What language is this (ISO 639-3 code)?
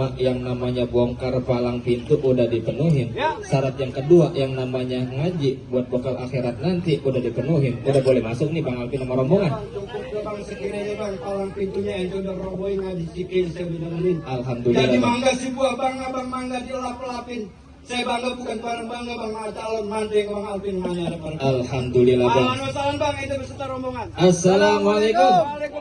bew